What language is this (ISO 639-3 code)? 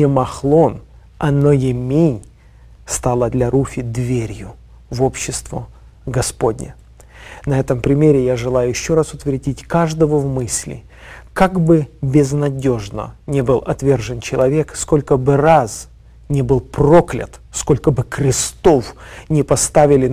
rus